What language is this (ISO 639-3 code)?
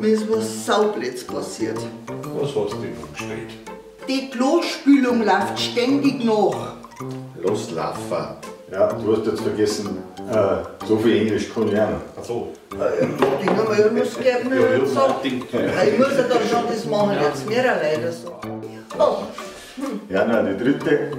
bar